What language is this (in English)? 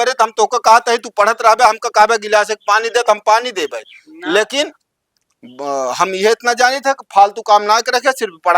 Awadhi